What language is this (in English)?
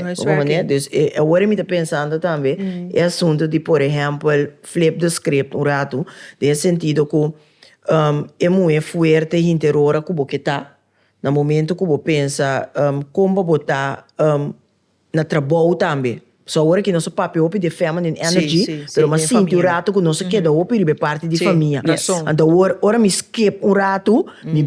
Papiamento